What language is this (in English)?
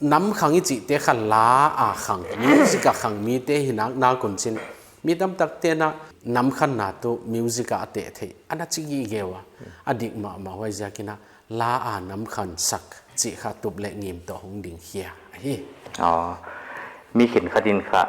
Paite Chin